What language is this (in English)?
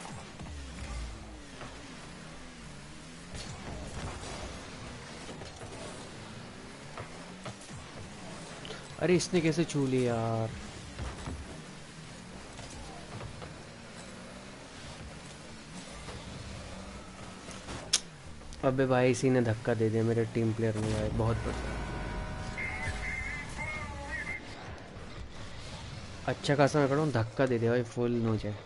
Hindi